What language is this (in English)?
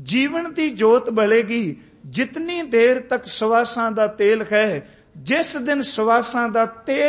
Punjabi